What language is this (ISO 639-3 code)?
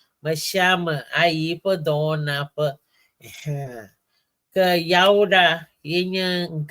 ewe